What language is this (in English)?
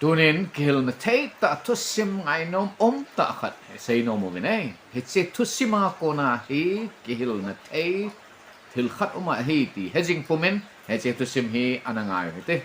Thado Chin